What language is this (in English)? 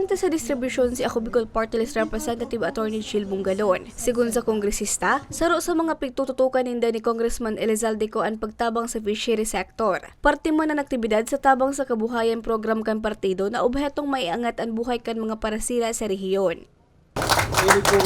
Bikol